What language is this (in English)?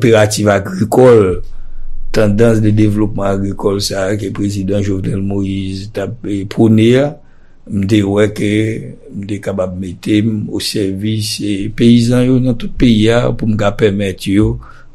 Haitian Creole